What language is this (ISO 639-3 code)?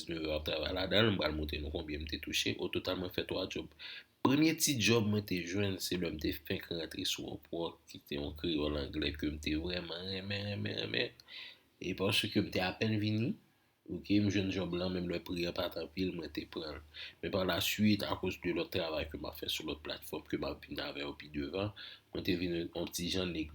hat